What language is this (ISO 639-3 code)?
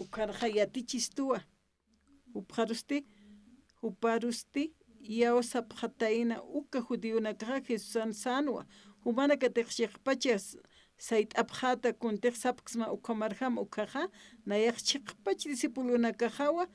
aym